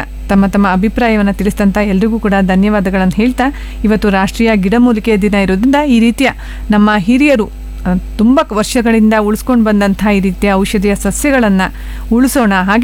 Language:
Kannada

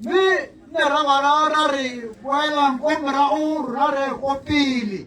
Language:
Tswana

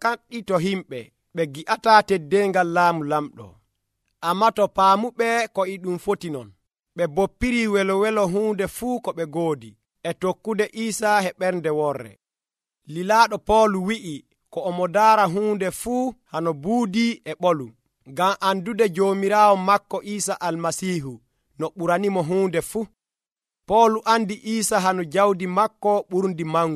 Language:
Nigerian Fulfulde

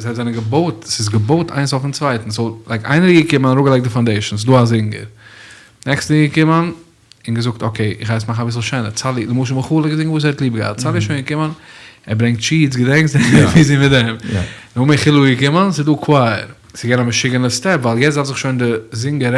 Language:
Yiddish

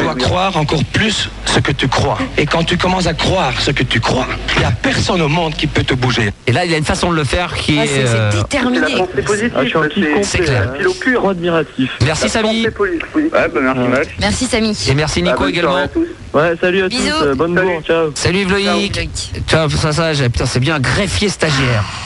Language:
French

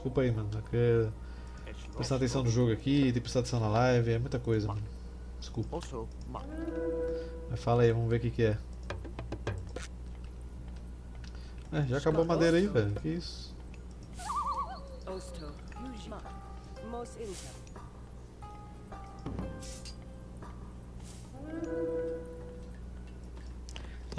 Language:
Portuguese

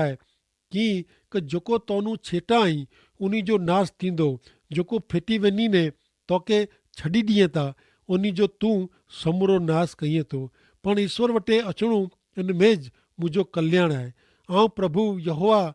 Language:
Kachhi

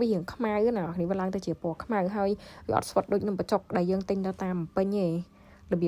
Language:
Khmer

